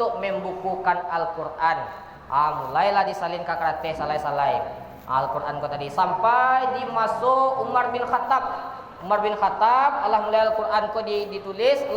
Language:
Minangkabau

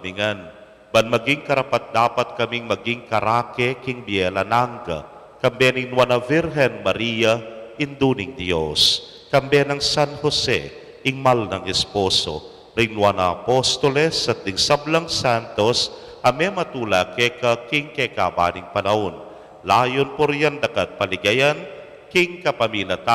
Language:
Pampanga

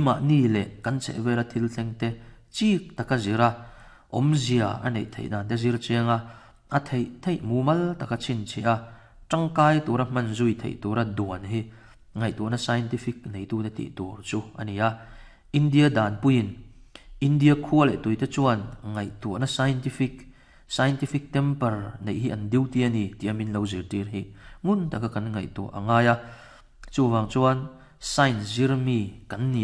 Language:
Mizo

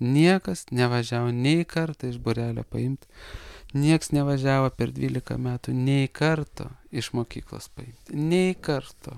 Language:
Lithuanian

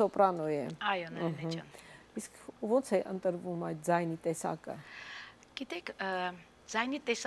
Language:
Armenian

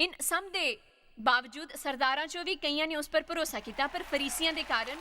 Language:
Dogri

